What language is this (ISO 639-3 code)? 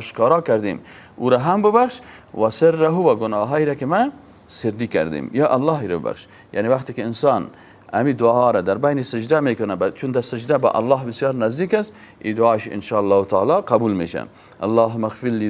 fas